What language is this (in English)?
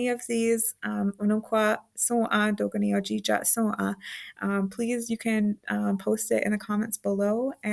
Mohawk